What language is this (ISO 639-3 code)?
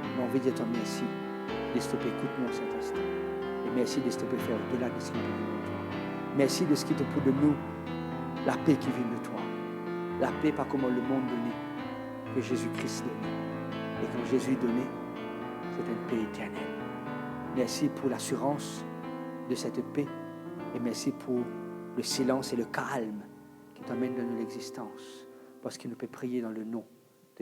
mfe